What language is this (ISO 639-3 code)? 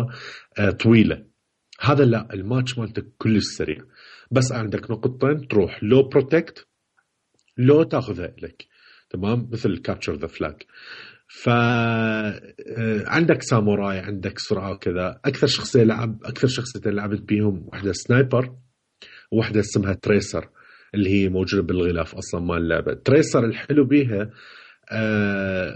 acm